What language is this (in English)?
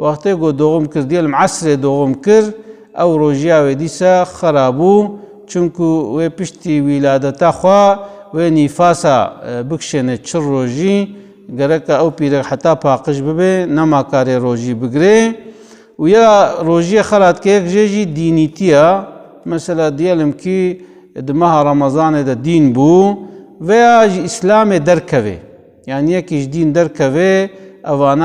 Kurdish